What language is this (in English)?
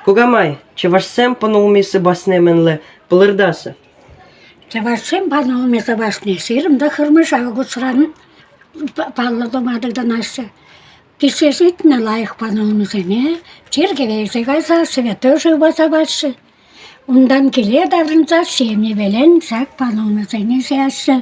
Chuvash